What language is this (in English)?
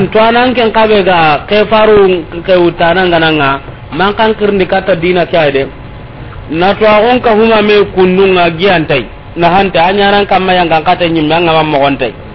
Soninke